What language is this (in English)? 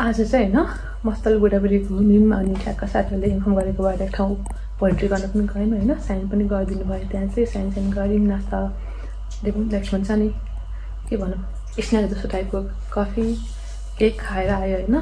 Nepali